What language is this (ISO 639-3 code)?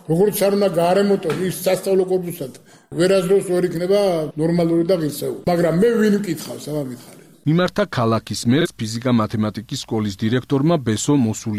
kat